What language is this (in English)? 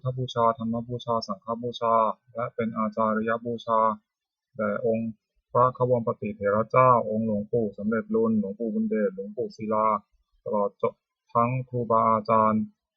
Pali